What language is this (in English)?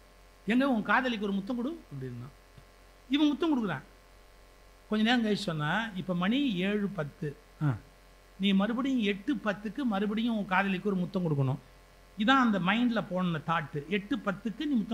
Tamil